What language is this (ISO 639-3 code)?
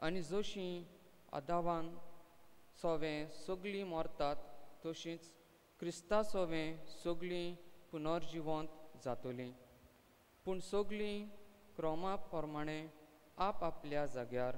kok